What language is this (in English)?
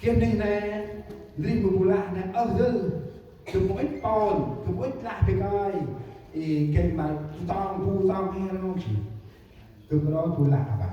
Central Mnong